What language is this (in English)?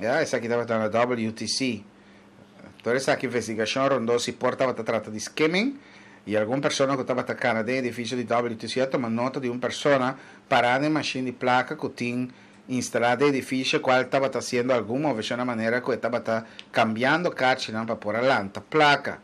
Papiamento